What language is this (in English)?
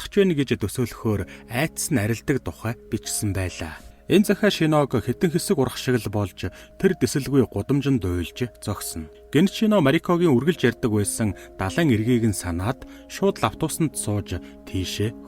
Mongolian